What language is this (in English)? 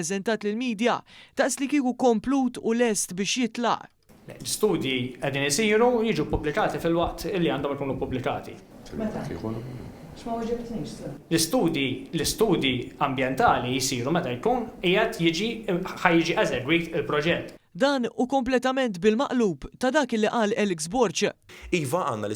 Maltese